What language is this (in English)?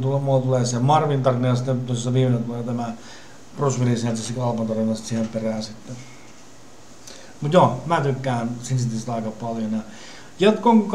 Finnish